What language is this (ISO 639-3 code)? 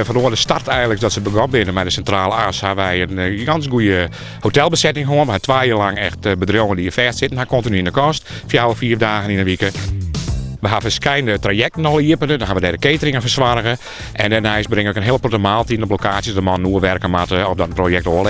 fry